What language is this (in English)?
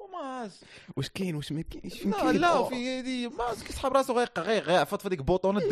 Moroccan Arabic